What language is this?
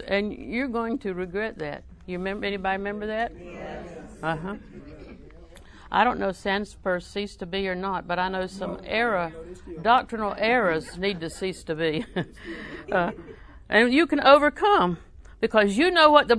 English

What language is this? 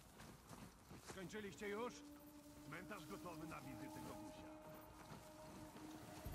Polish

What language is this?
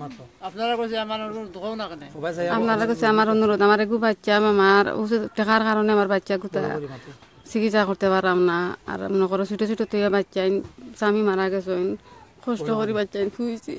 Sylheti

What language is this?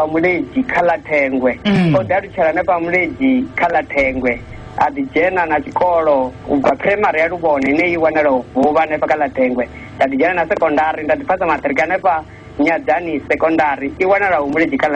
Venda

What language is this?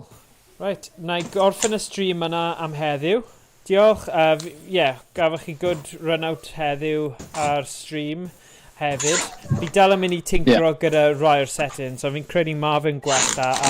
Welsh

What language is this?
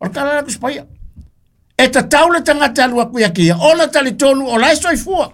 Samoan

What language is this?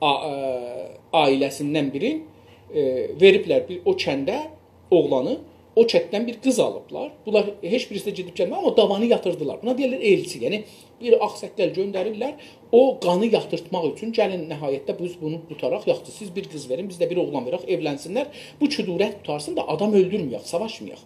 South Azerbaijani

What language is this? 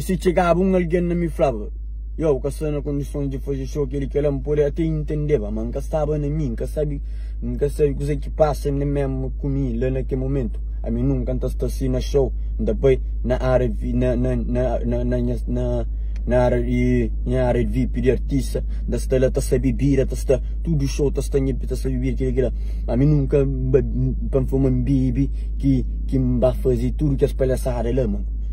Kabuverdianu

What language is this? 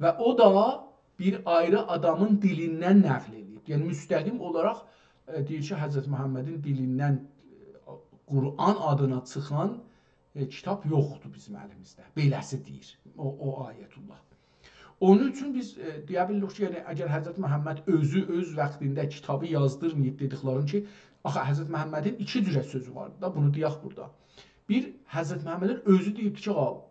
South Azerbaijani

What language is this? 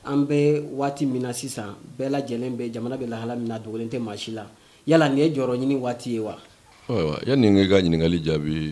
Bambara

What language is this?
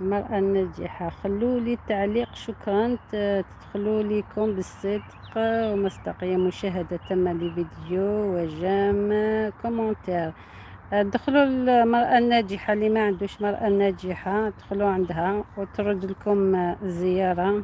Algerian Arabic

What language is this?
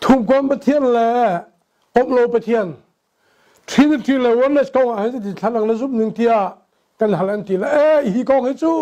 Hakha Chin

